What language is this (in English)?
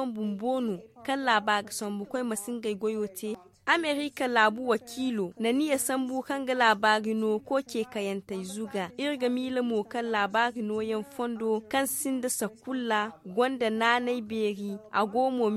Zarma